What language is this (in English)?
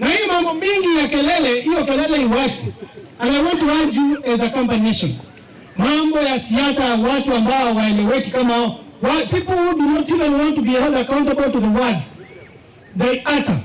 Kamba